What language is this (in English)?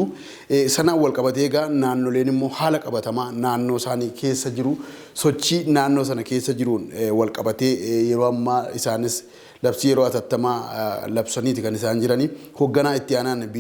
Oromo